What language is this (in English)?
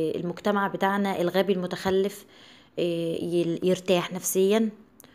Egyptian Arabic